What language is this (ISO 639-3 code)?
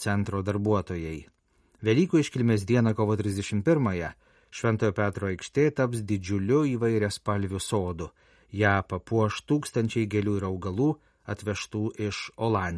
lit